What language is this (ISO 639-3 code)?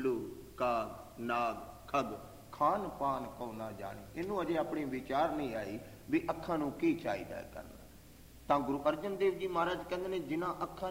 pan